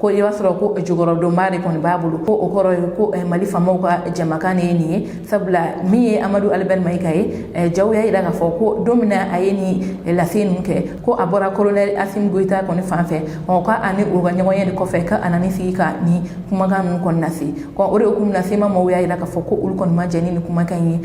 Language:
Bambara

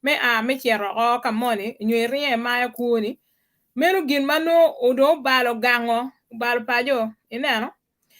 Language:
Acoli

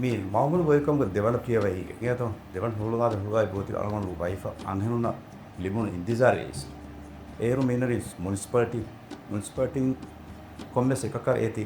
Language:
Divehi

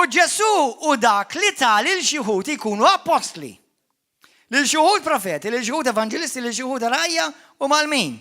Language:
Maltese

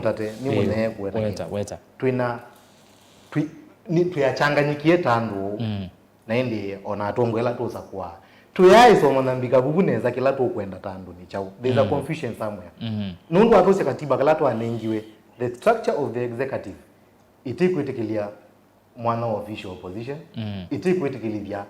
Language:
Kamba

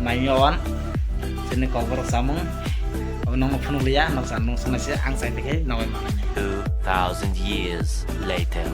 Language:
Kok Borok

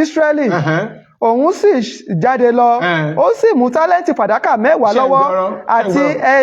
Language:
Yoruba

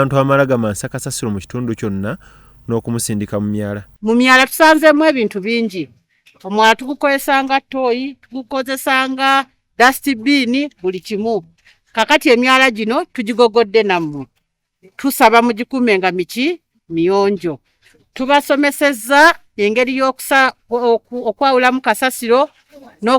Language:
Ganda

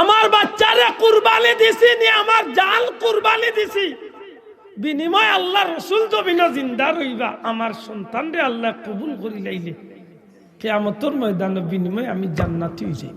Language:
Sylheti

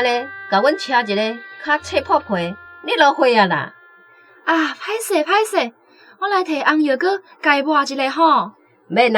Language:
Min Nan Chinese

